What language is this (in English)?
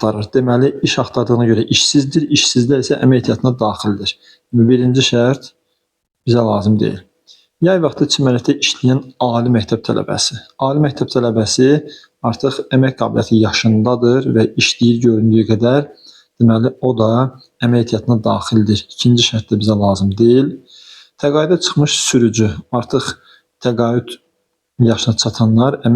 Azerbaijani